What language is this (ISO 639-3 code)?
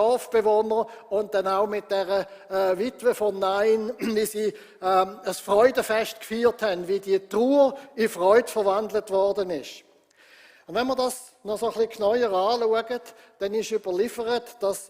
gsw